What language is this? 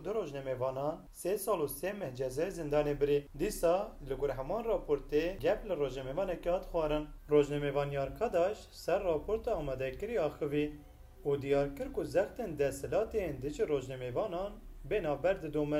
Kurdish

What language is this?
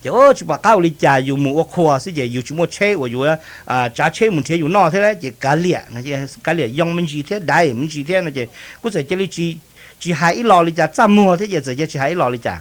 Hmong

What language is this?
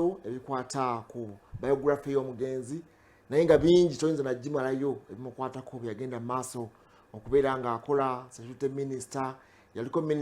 Ganda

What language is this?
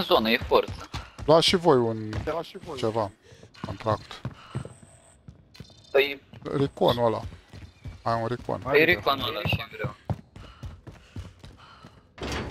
Romanian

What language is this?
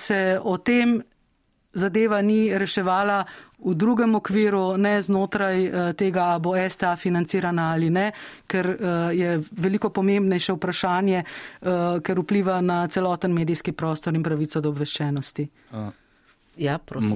Slovenian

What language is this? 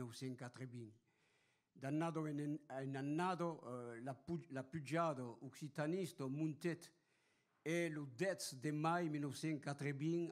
Occitan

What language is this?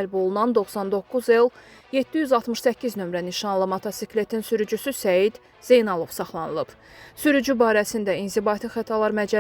Azerbaijani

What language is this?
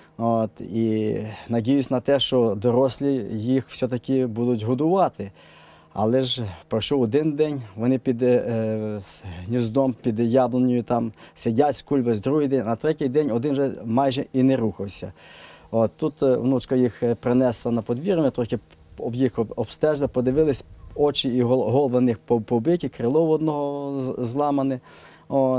Ukrainian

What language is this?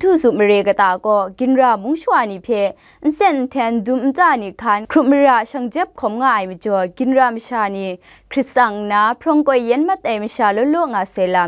Kachin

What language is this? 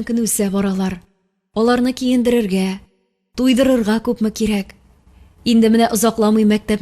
Tatar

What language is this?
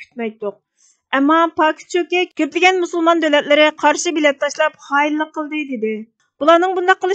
Uyghur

